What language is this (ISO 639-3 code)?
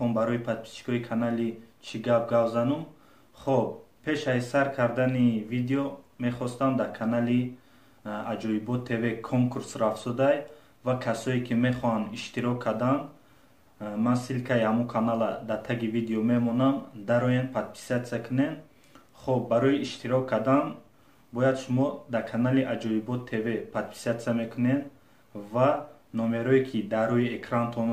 tgk